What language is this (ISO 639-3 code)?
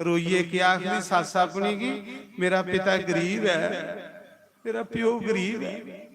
doi